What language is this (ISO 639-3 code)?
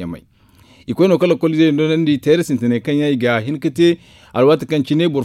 dje